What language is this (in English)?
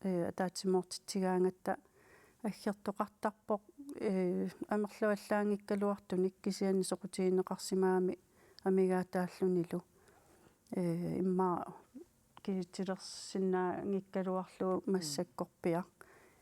Kalaallisut